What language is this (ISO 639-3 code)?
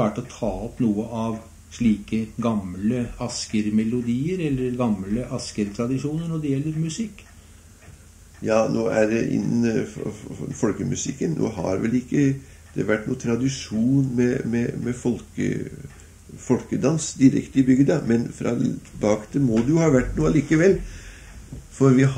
nor